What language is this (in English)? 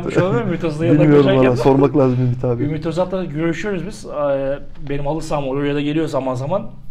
Turkish